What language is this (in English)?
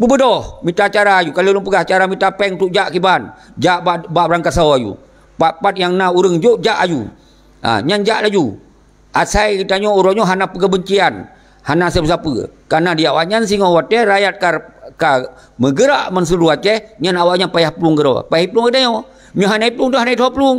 Achinese